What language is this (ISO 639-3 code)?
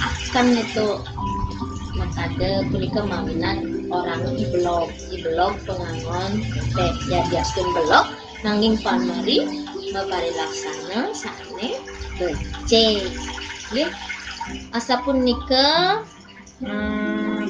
ban